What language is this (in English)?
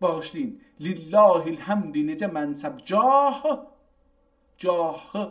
South Azerbaijani